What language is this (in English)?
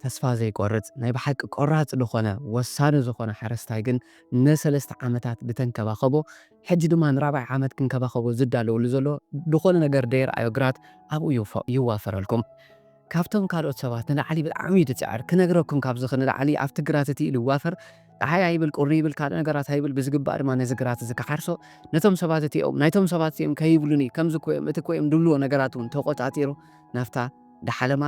Tigrinya